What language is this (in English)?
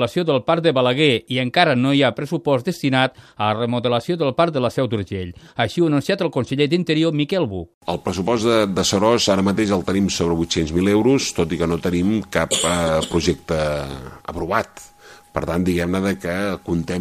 Catalan